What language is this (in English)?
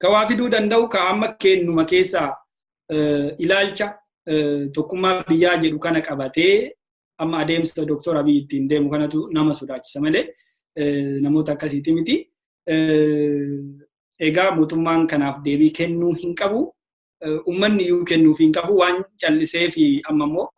Oromo